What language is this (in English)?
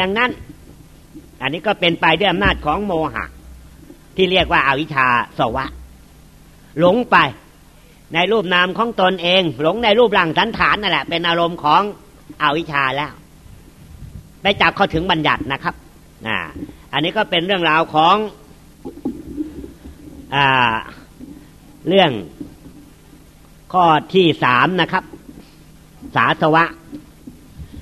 Thai